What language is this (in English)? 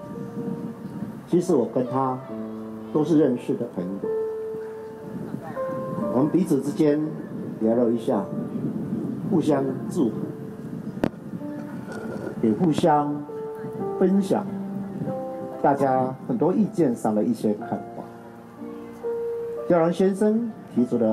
Chinese